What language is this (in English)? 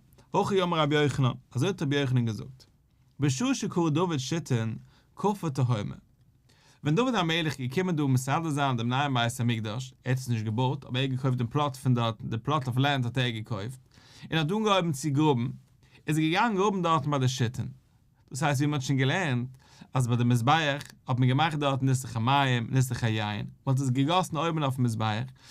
Yiddish